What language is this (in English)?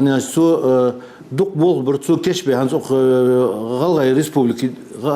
Ingush